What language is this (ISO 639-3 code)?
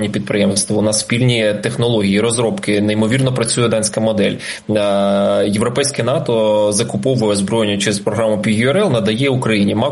ukr